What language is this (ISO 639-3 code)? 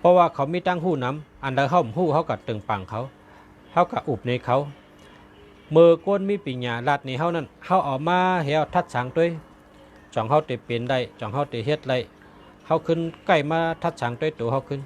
shn